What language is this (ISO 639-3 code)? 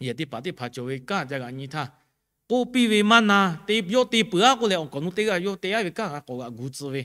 lhu